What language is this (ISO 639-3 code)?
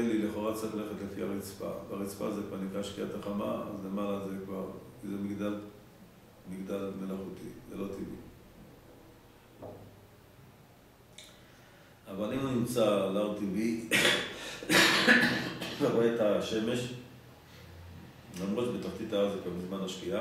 heb